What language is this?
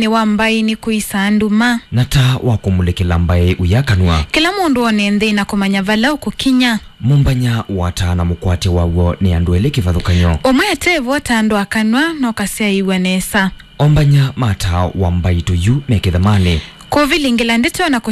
Kamba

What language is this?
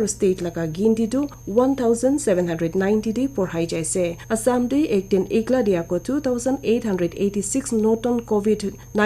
Naga Pidgin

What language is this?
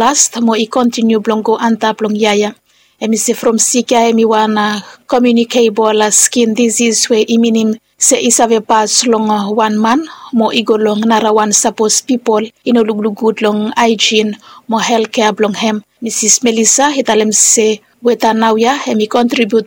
Bislama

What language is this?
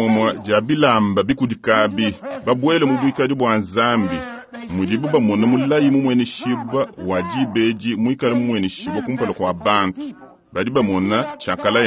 Luba-Lulua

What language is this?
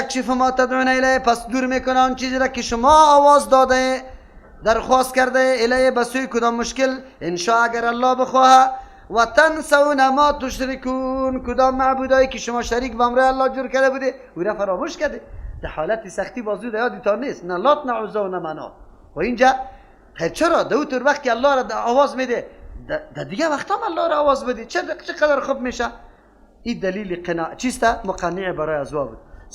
Persian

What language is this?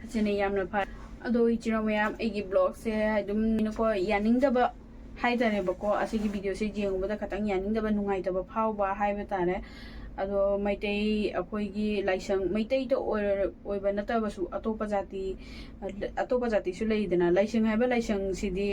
Manipuri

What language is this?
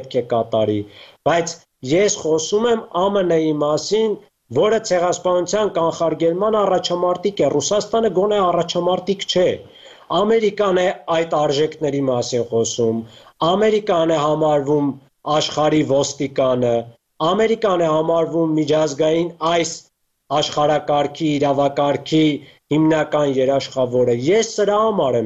Armenian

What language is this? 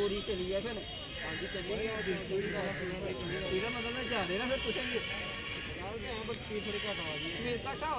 Dogri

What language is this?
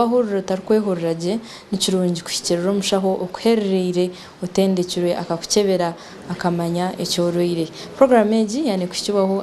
Nyankole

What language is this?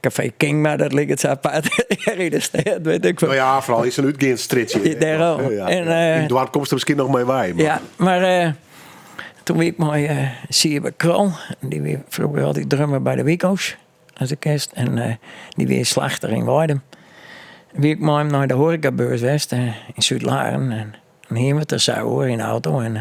Western Frisian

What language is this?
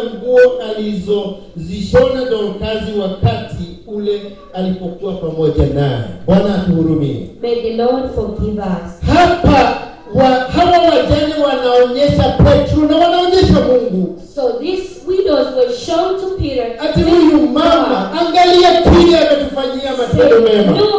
Swahili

